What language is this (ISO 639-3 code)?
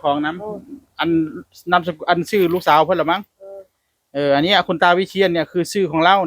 tts